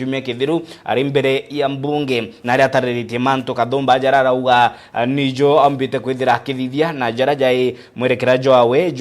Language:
Meru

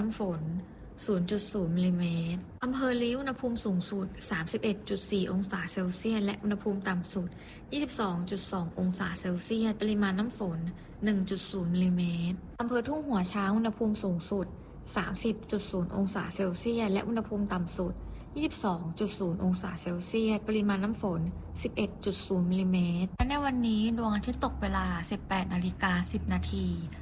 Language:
Thai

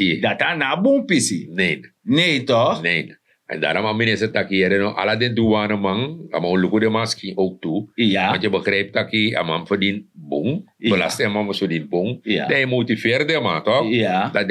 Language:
Sranan Tongo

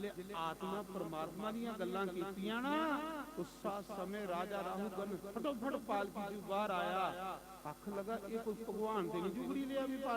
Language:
Dogri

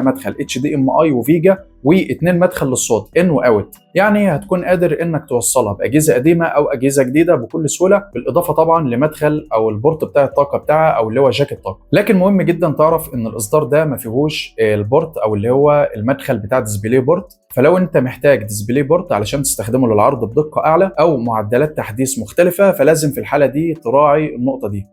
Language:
Egyptian Arabic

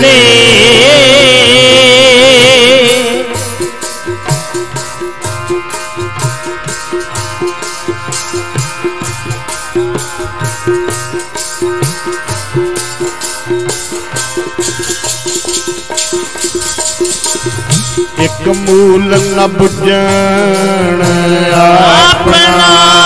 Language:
Punjabi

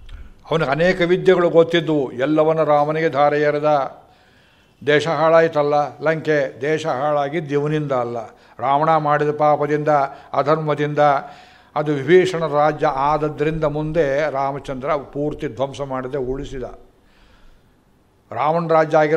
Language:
Kannada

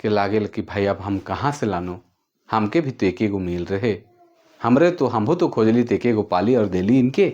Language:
Sadri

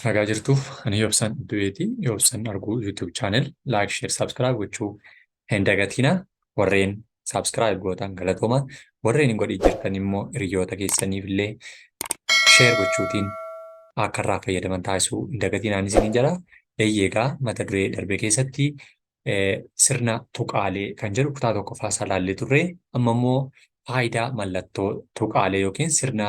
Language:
Oromo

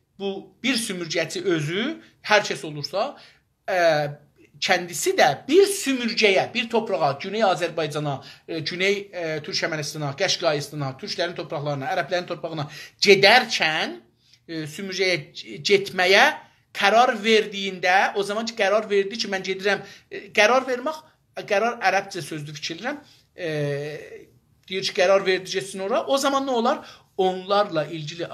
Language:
South Azerbaijani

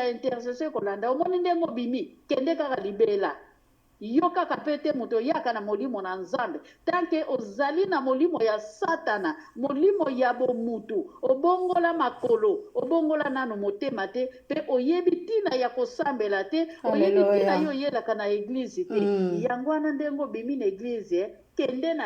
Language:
Lingala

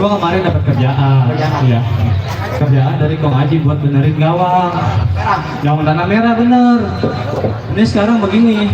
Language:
Betawi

